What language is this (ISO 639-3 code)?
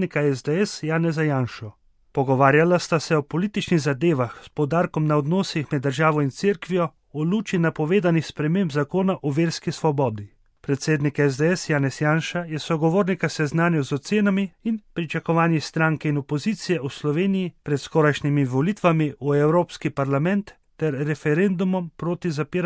slv